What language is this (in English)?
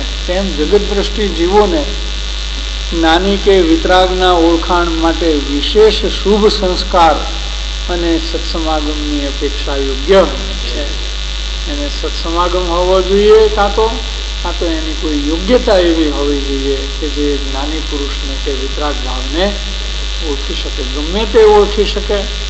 Gujarati